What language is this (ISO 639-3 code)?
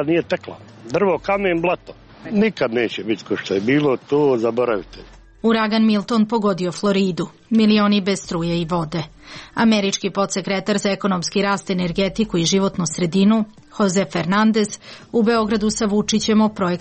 srp